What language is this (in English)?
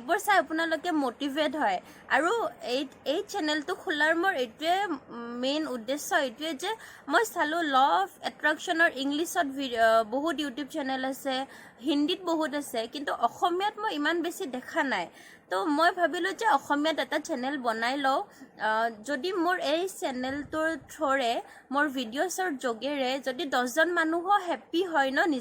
Assamese